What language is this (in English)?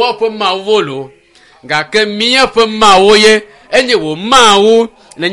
Ewe